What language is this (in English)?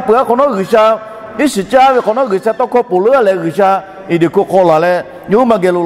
Lahu